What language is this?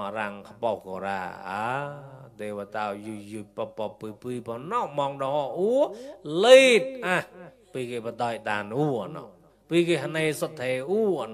Mon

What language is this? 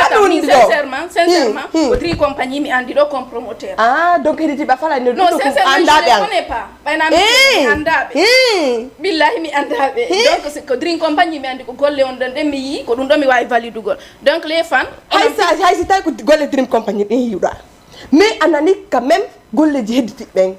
Fula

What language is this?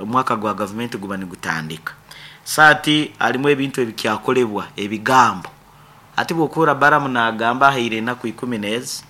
Nyankole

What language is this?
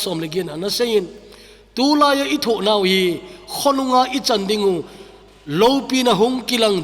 Thado Chin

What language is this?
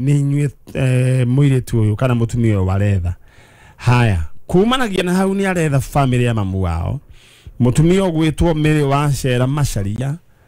Kikuyu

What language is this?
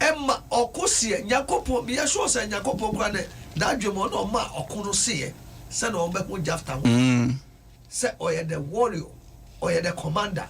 Akan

